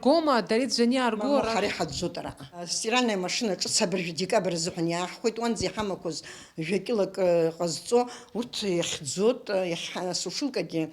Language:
Abkhazian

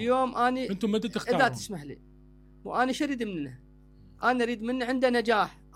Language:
Mesopotamian Arabic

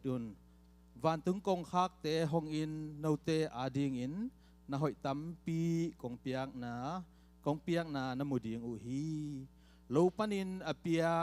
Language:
Tedim Chin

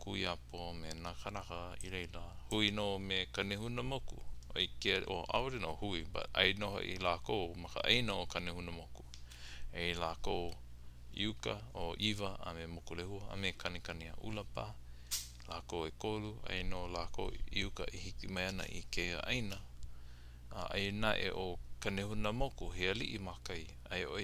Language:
Hawaiian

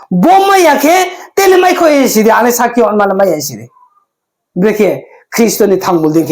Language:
Riang (India)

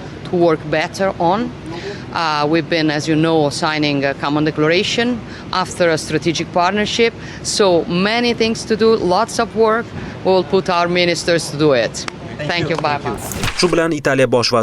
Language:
Uzbek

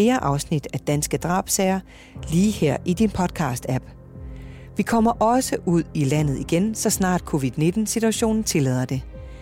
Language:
Danish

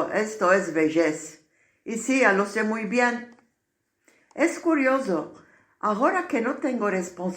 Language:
Ladino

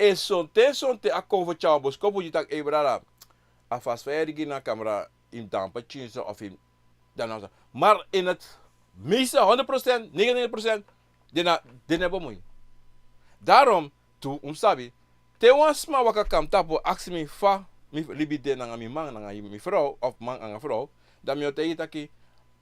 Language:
Sranan Tongo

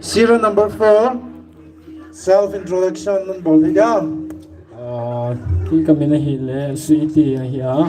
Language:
Paite Chin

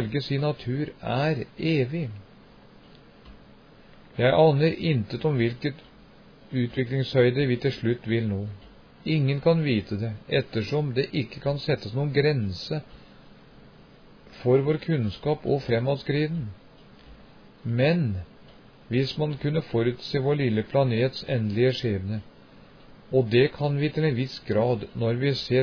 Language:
Norwegian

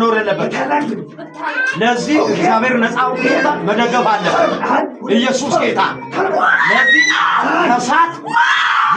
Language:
Amharic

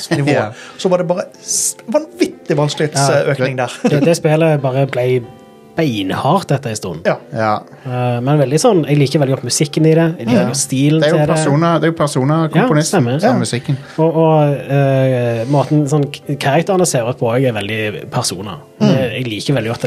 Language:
Norwegian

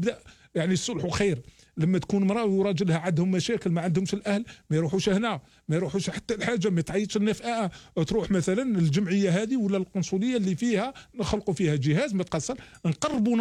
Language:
Algerian Arabic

